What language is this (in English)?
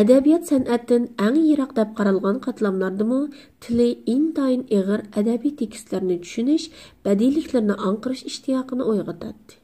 Uyghur